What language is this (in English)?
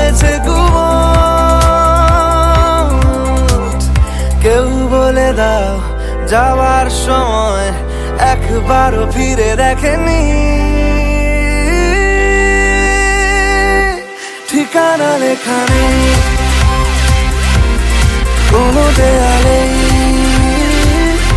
Bangla